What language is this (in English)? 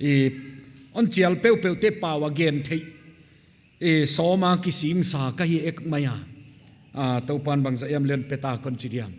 Paite Chin